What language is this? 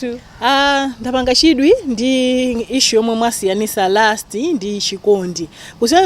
Nyanja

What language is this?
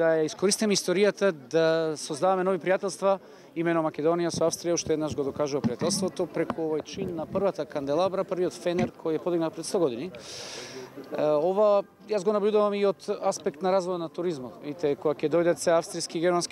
Macedonian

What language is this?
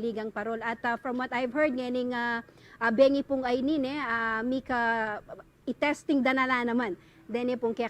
Pampanga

